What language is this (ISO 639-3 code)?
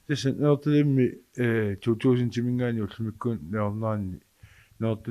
kal